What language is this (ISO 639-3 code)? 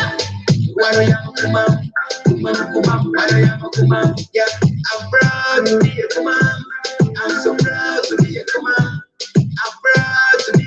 kdi